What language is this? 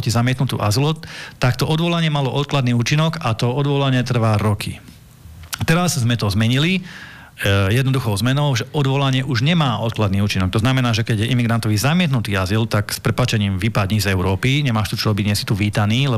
Slovak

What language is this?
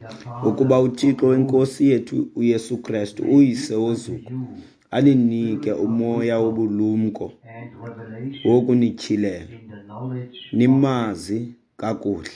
Xhosa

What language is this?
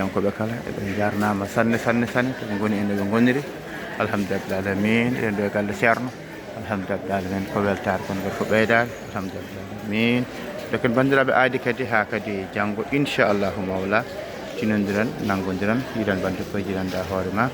Fula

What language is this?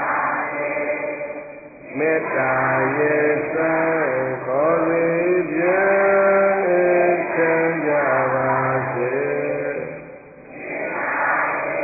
Burmese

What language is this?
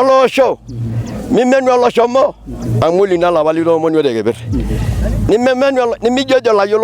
Masai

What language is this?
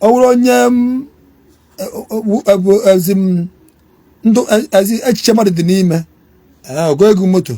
Igbo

